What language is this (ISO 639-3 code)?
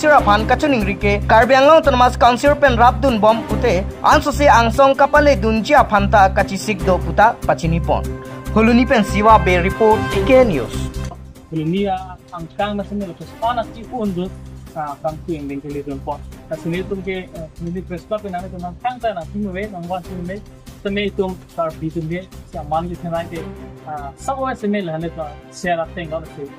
mjw